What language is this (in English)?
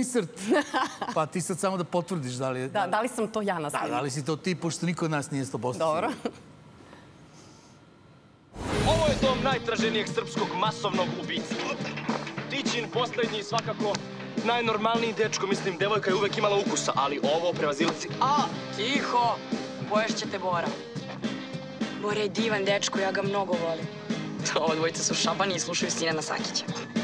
Serbian